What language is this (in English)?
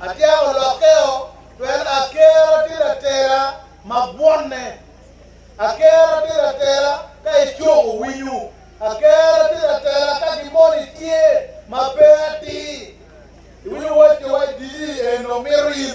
Acoli